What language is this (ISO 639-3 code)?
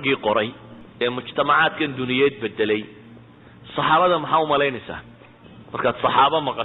som